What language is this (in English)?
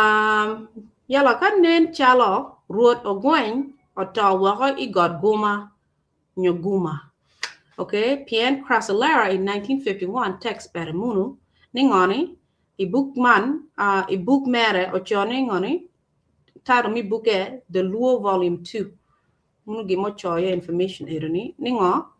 Acoli